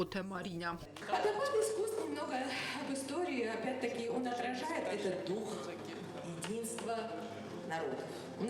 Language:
Ossetic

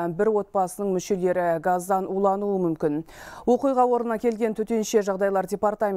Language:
Kazakh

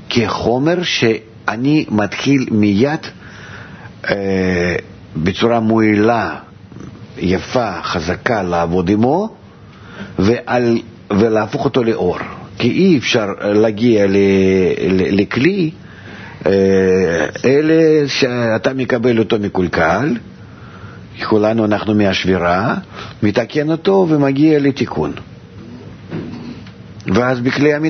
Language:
Hebrew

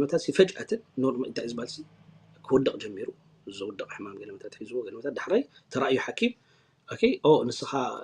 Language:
Tigrinya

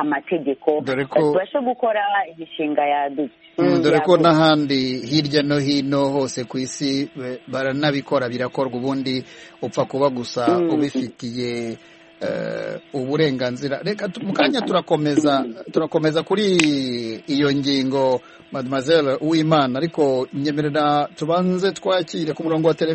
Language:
Kinyarwanda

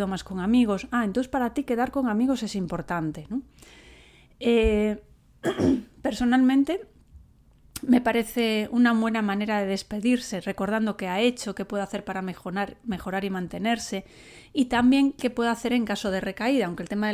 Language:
Spanish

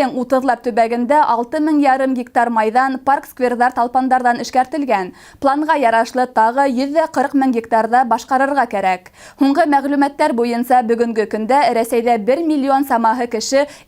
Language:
Bashkir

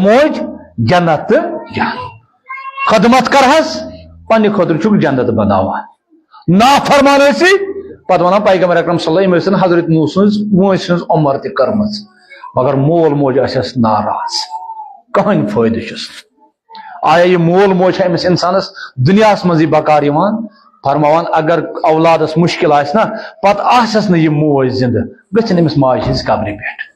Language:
Kashmiri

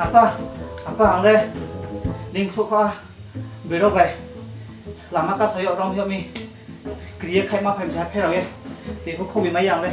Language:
Riang (India)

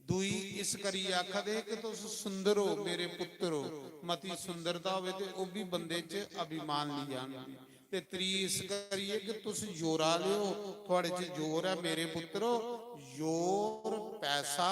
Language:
Dogri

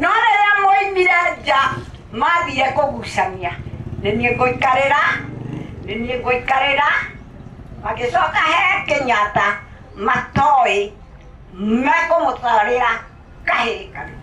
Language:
Kikuyu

